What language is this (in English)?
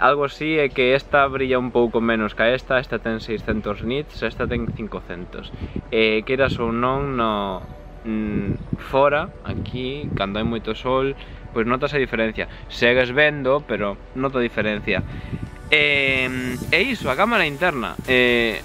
Galician